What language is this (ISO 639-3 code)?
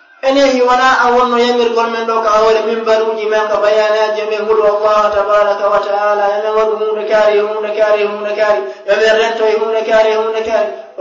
ful